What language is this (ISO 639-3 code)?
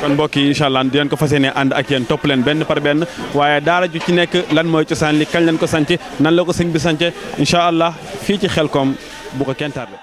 wol